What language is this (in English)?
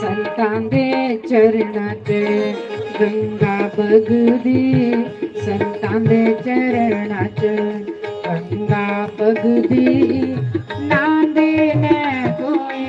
Dogri